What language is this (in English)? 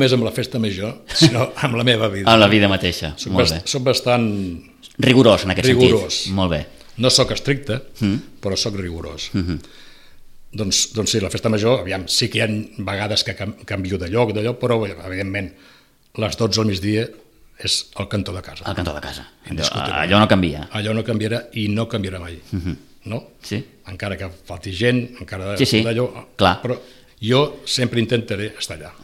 Catalan